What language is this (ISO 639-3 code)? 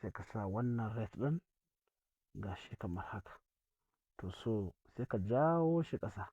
hau